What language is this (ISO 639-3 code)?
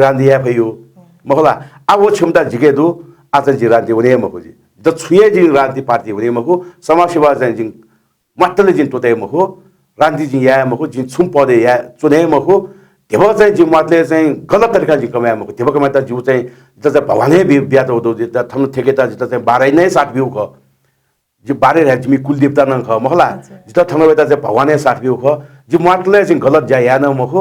new